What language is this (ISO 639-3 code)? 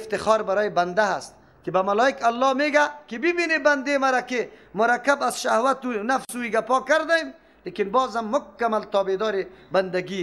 fas